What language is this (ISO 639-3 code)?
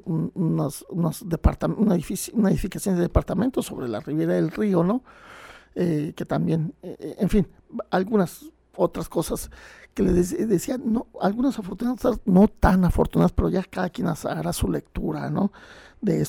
spa